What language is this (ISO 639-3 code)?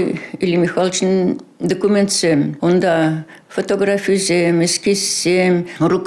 chv